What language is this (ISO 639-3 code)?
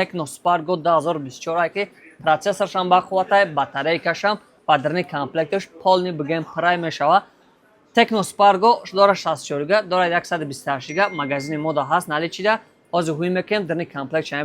tgk